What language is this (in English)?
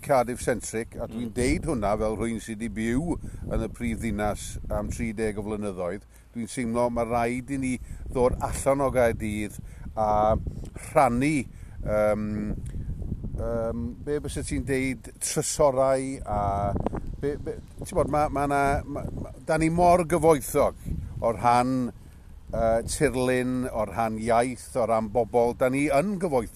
Welsh